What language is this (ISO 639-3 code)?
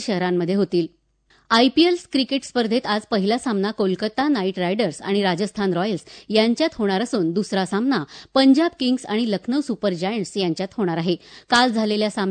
mar